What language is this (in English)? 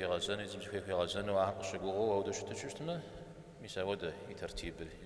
Kabardian